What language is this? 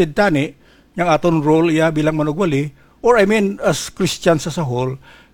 Hiligaynon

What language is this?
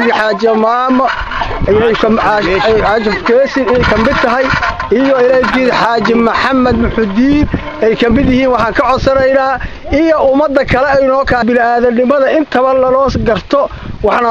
Somali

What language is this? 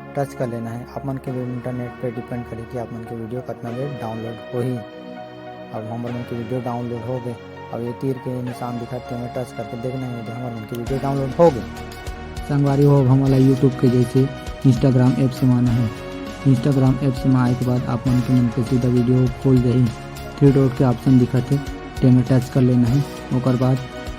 Chhattisgarhi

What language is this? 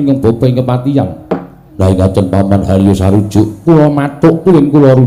Javanese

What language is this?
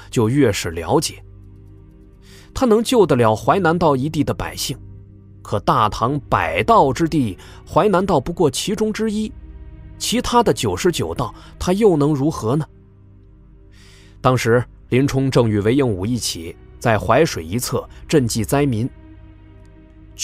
Chinese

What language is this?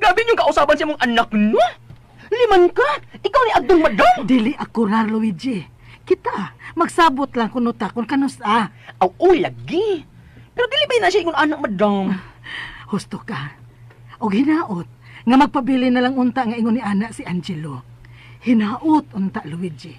Cebuano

